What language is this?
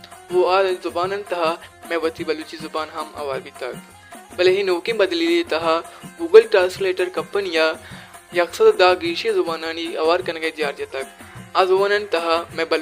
Baluchi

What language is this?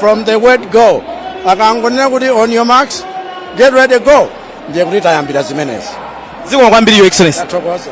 Nyanja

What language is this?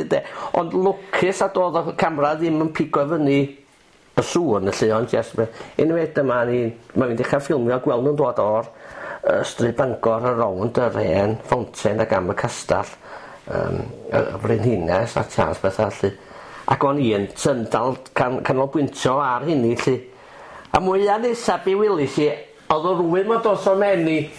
Welsh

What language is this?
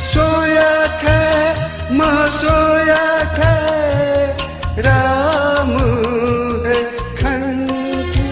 Newari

